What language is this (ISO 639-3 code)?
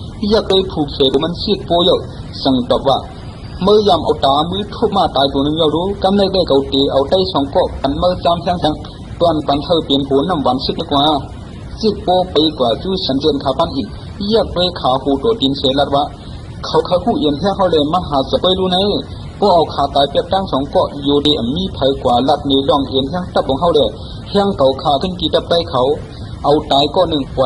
shn